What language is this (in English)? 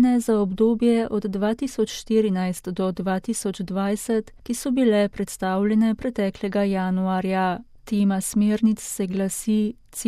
Slovenian